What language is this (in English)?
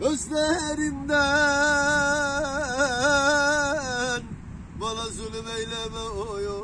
Turkmen